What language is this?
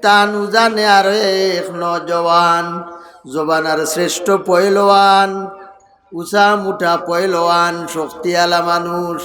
Sylheti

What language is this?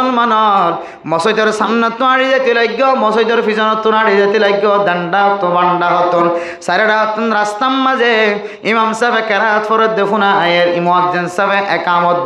Rohingya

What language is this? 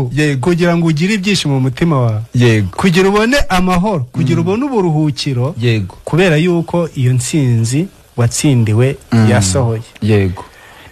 Kinyarwanda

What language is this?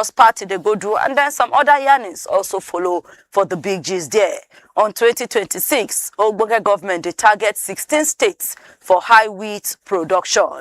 Nigerian Pidgin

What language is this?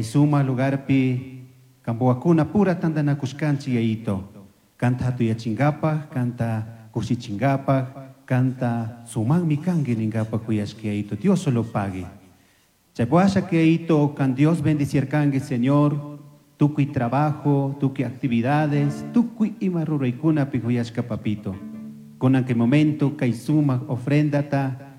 Chimborazo Highland Quichua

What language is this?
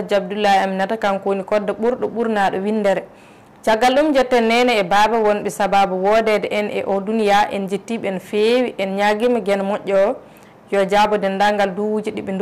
Fula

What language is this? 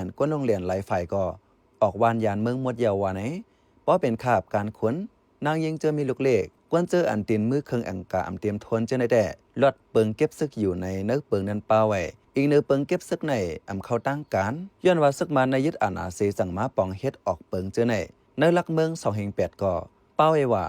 Shan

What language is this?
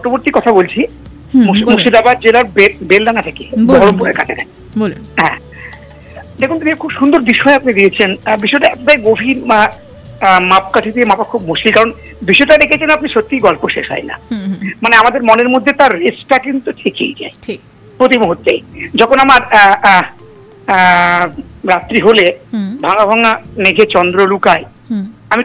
Bangla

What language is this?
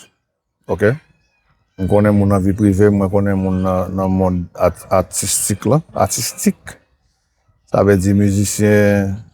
Haitian Creole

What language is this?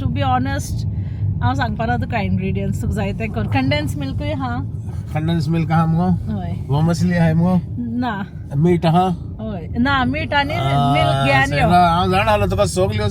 Konkani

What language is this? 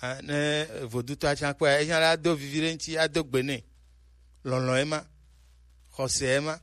Gen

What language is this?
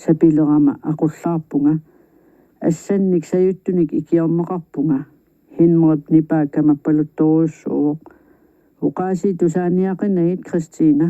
Kalaallisut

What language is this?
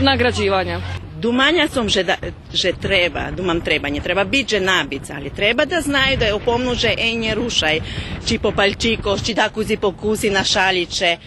Rusyn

